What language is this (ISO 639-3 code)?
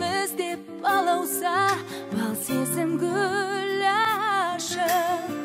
kaz